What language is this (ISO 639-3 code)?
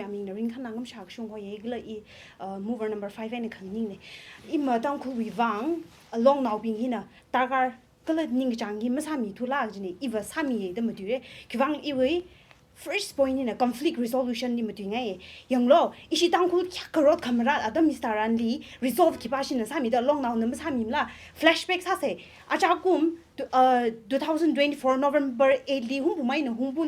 nmf